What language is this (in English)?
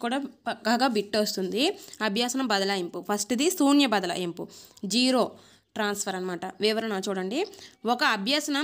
Telugu